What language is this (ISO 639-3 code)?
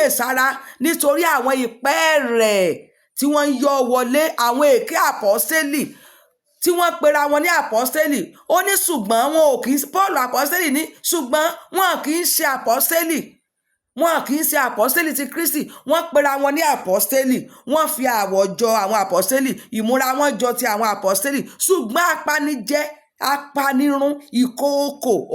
yor